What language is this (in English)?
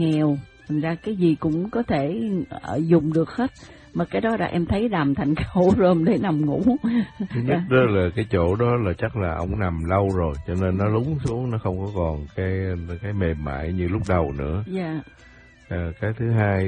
Vietnamese